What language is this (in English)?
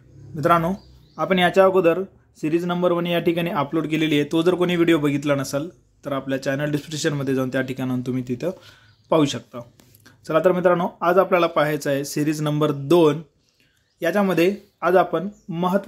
Marathi